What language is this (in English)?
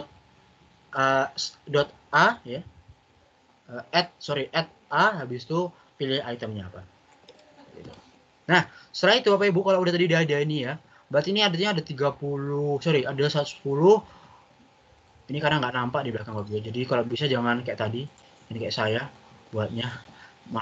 Indonesian